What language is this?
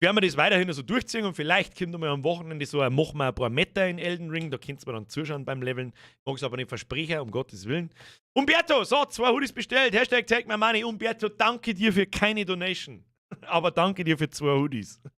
Bavarian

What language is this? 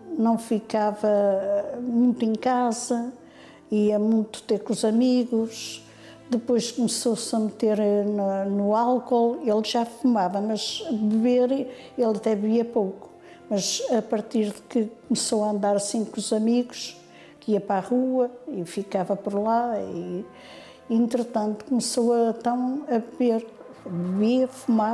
Portuguese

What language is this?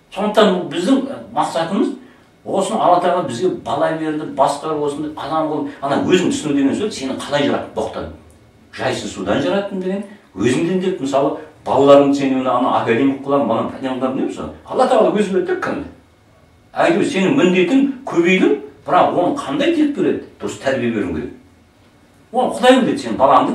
Kazakh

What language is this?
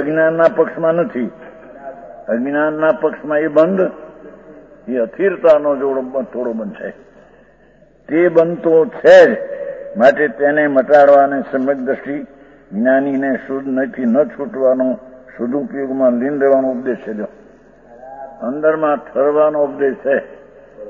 Gujarati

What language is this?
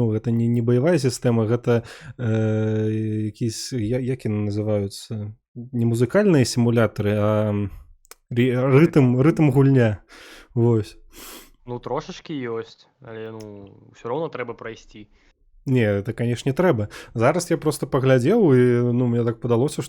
Belarusian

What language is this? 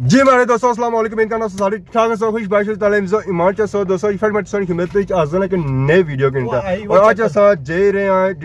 Pahari-Potwari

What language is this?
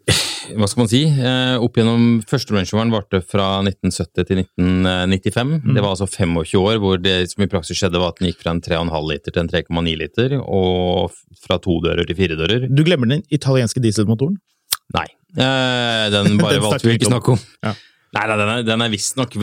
Norwegian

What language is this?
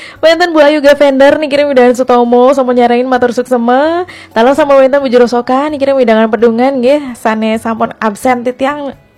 Balinese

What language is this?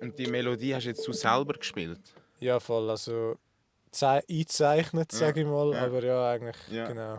Swiss German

